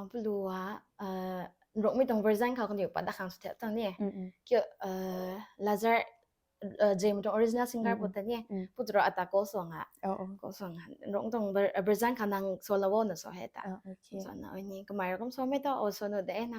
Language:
Rongmei Naga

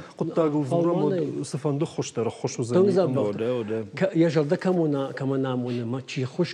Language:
Ossetic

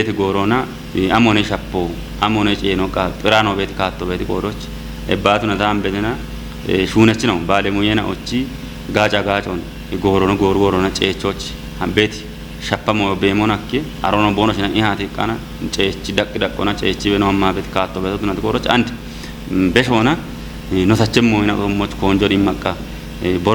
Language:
Kafa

